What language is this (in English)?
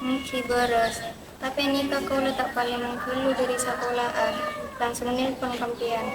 Madurese